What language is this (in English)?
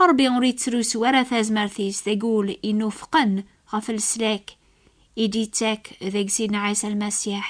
Kabyle